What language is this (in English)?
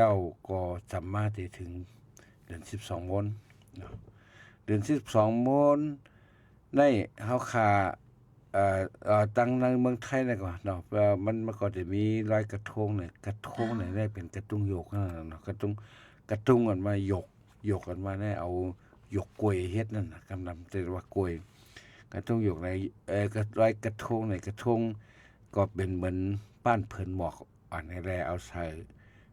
Shan